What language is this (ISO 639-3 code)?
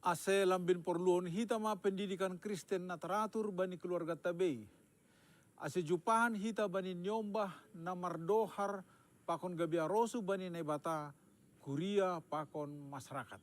bts